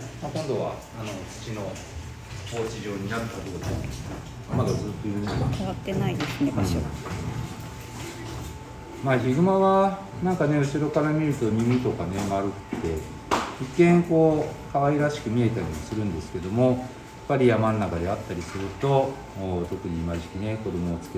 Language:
Japanese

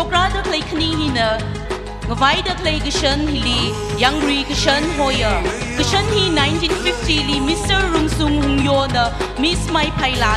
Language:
Tangkhul Naga (India)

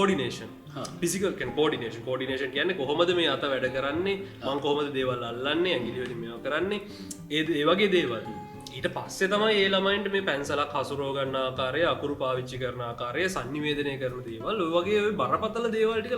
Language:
Sinhala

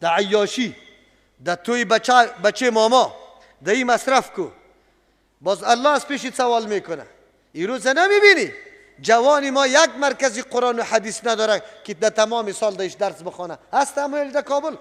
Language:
Persian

